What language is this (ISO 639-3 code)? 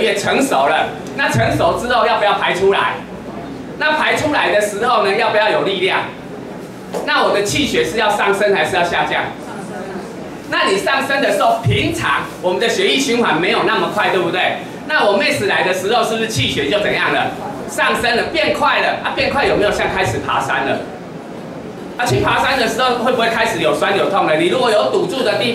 zho